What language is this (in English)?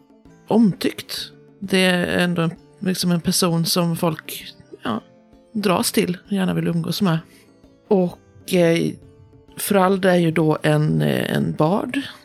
Swedish